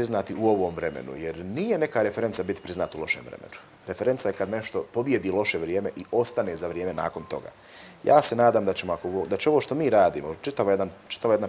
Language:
Bosnian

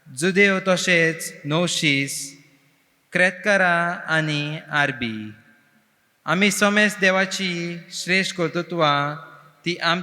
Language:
Konkani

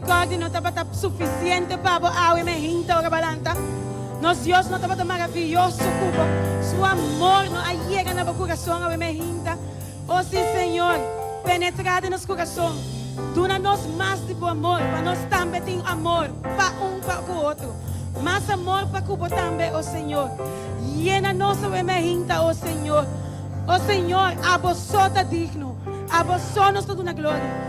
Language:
Papiamento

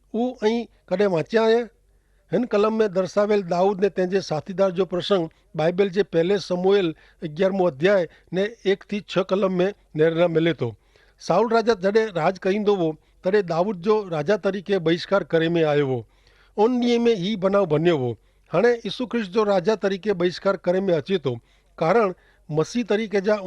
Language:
Kachhi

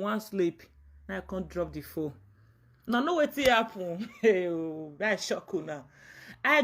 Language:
Nigerian Pidgin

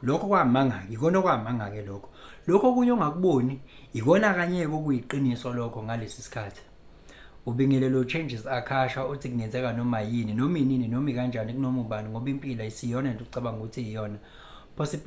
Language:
Zulu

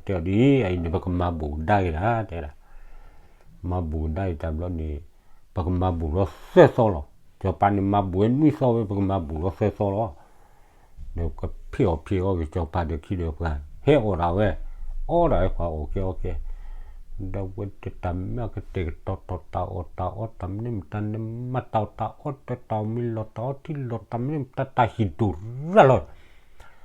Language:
S'gaw Karen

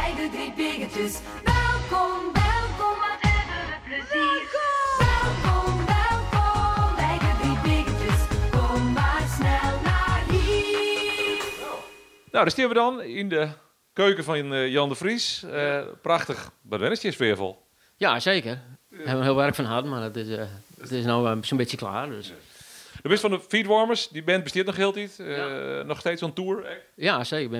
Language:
Western Frisian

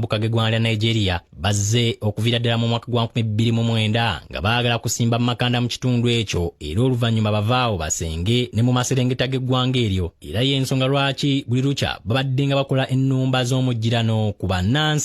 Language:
Ganda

